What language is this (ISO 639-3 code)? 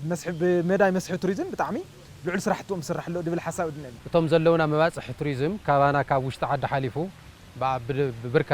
tir